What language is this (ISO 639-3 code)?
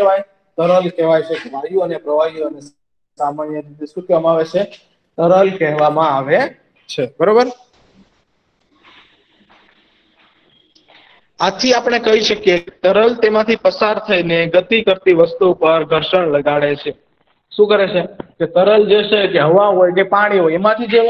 guj